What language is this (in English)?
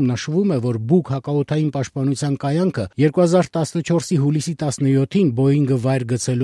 Armenian